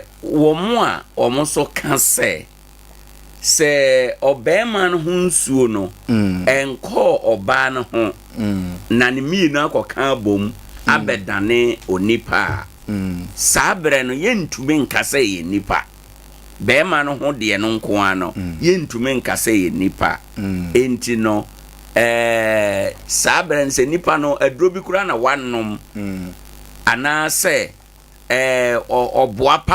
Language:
Akan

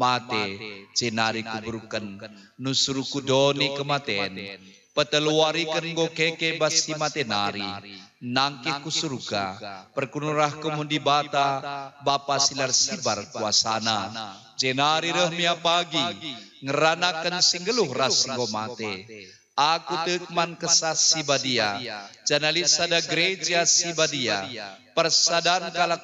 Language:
Batak Karo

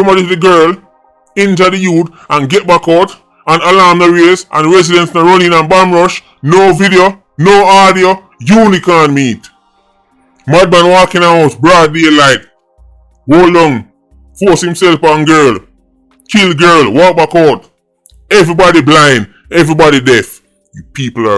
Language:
Jamaican Creole English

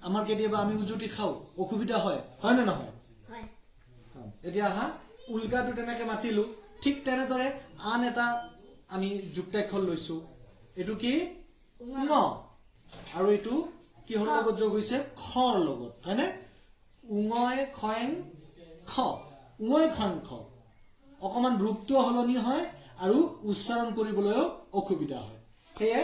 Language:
Assamese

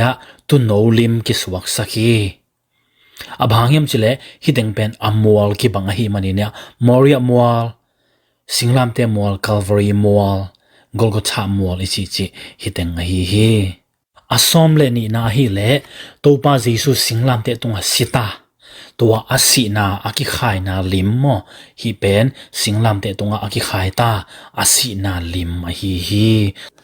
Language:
Tedim Chin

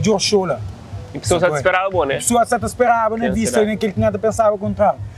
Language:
Kabuverdianu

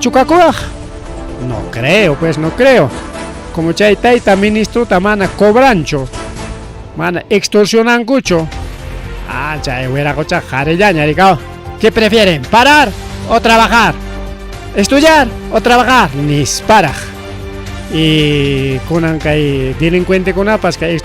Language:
Ayacucho Quechua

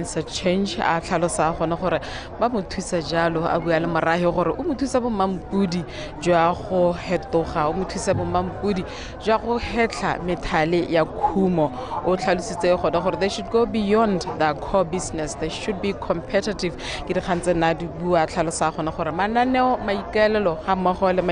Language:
Tswana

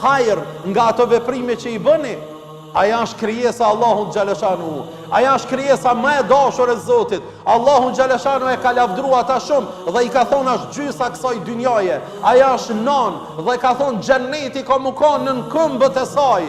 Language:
Albanian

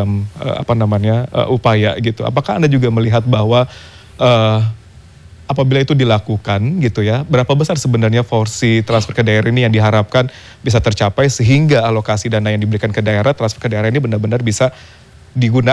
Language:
Indonesian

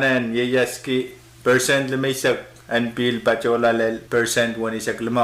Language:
Pohnpeian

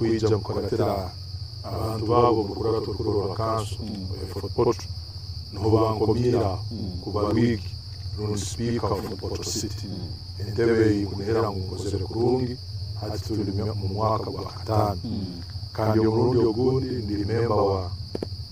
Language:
Nyankole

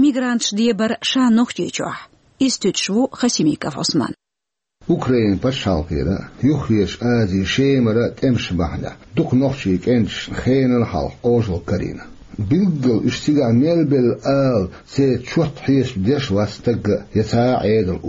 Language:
Chechen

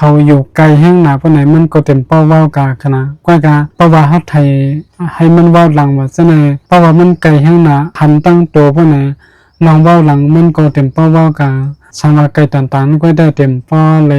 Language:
Shan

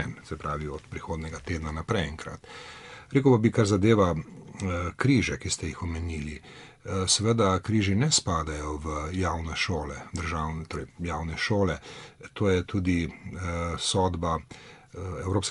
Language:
Slovenian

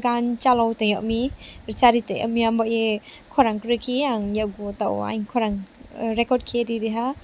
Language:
Riang (India)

